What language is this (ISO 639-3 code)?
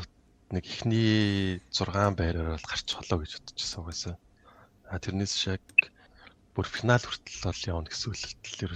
mon